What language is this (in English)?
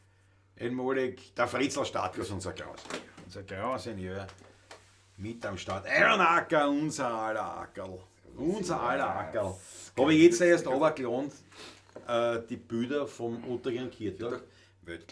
Bavarian